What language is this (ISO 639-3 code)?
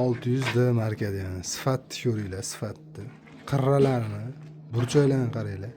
uzb